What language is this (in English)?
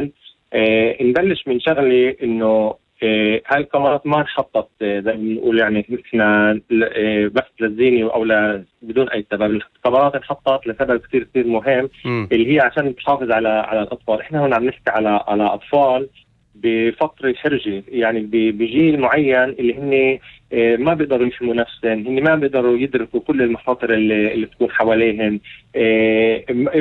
North Levantine Arabic